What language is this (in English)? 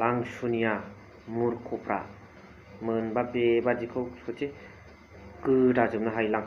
Bodo